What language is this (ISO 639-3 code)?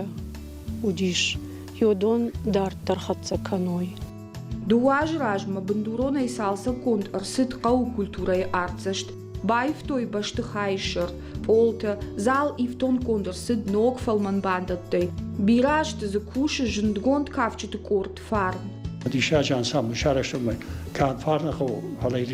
oss